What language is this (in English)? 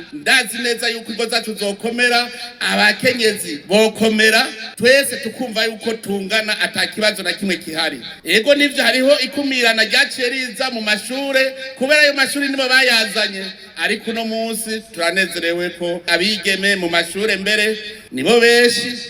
Rundi